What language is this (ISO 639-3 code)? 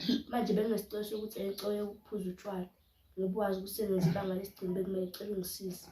zul